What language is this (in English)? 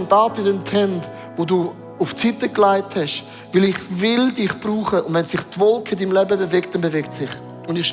Swiss German